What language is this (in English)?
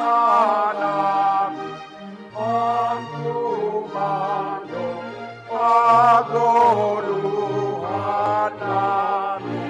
Batak Simalungun